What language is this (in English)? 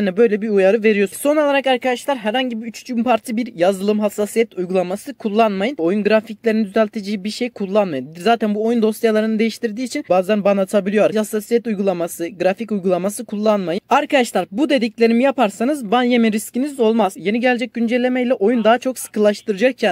Turkish